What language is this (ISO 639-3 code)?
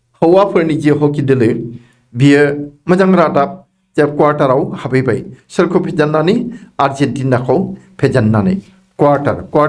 brx